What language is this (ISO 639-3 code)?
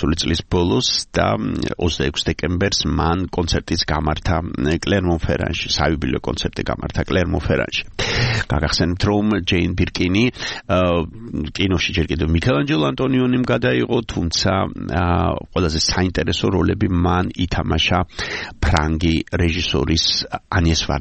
kat